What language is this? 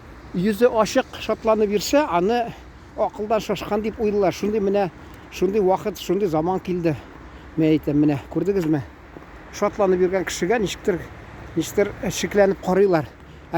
Tatar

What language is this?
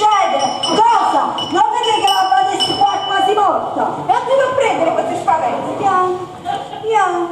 Neapolitan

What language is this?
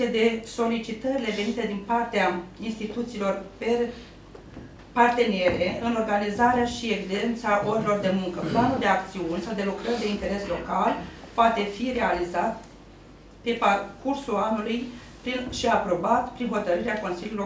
Romanian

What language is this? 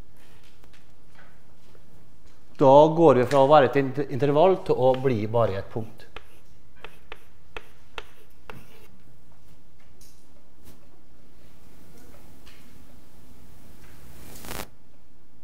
Norwegian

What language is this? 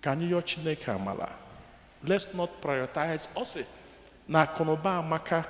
Igbo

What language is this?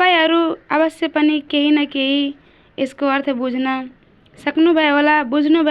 Nepali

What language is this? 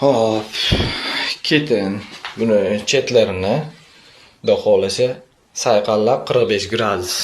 Uzbek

